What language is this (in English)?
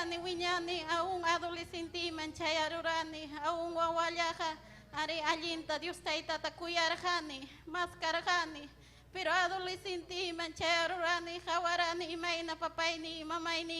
Ayacucho Quechua